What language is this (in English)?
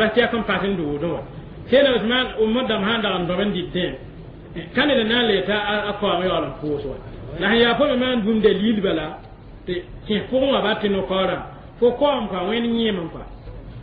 Mossi